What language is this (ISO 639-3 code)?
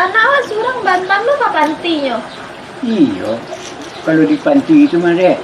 min